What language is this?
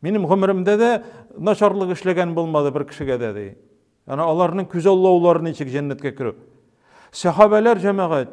Tatar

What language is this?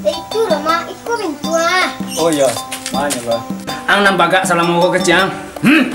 Minangkabau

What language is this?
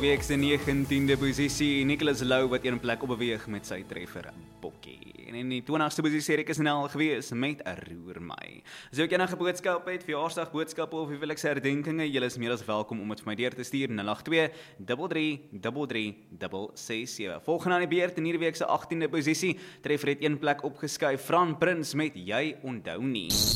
Afrikaans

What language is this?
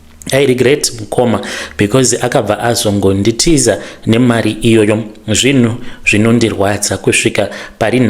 Shona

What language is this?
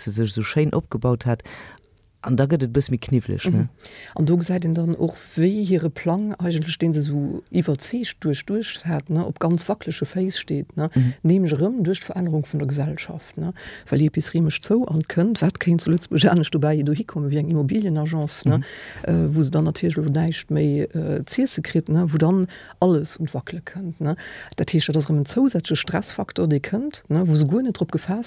Luxembourgish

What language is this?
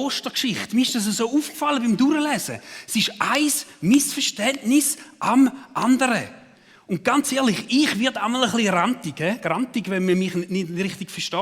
Swiss German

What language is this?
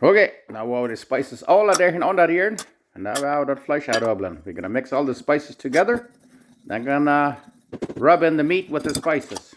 Plautdietsch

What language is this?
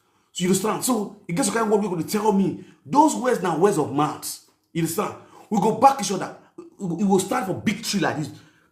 Nigerian Pidgin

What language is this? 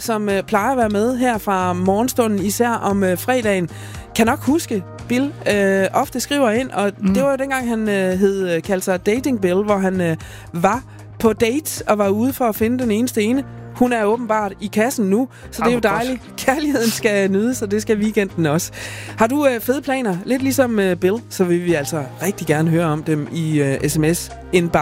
Danish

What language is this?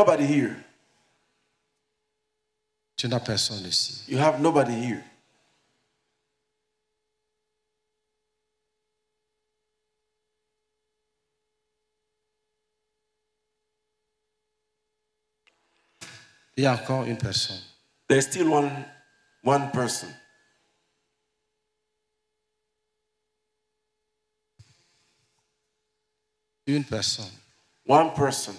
French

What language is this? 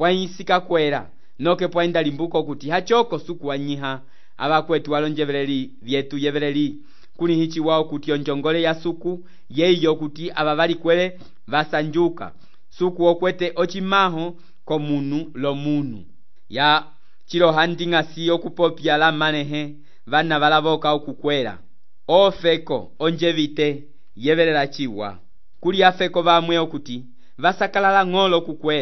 Umbundu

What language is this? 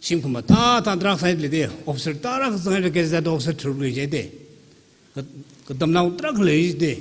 Tangkhul Naga (India)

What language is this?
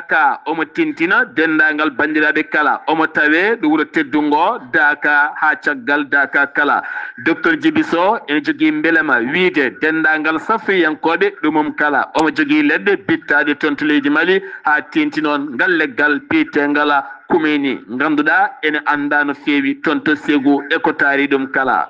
Fula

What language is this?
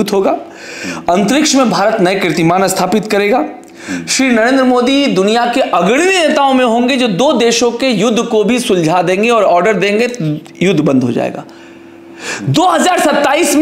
Hindi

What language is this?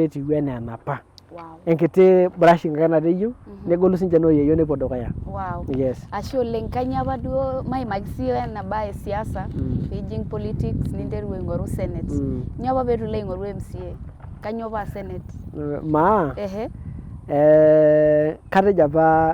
Masai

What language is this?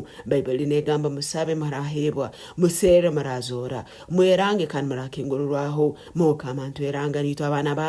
Nyankole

